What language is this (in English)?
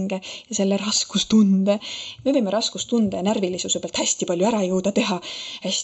Estonian